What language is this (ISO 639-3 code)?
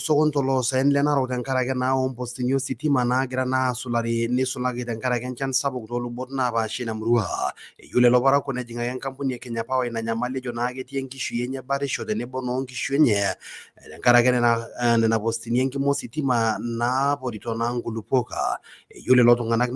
mas